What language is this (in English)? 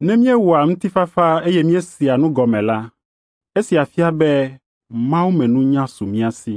Ewe